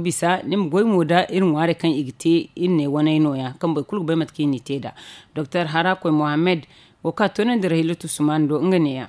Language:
Zarma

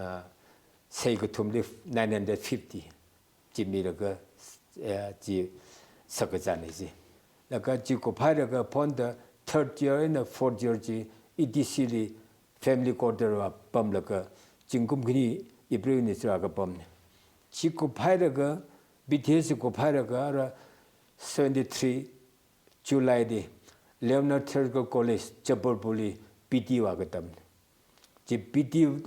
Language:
Tangkhul Naga (India)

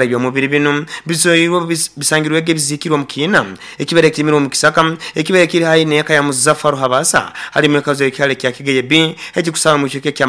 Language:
Nyoro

